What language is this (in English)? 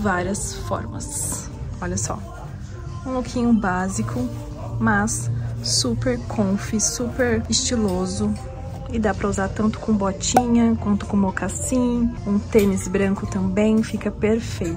Portuguese